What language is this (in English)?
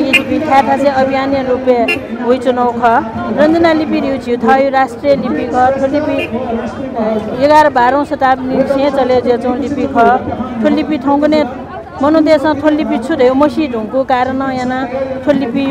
Newari